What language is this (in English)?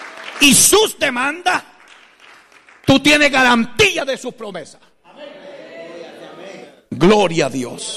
Spanish